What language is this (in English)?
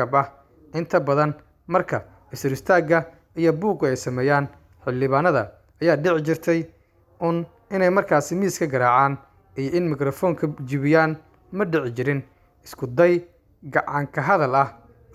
Somali